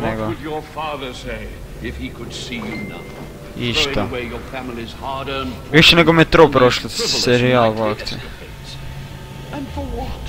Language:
Croatian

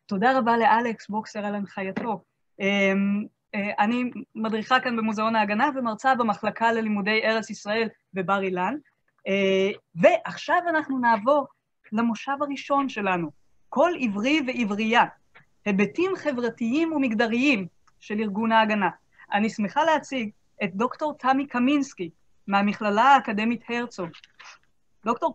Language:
Hebrew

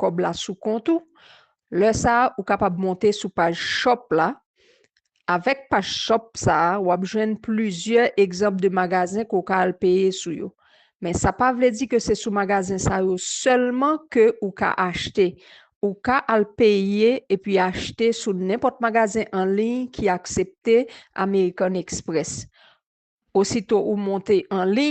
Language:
Haitian Creole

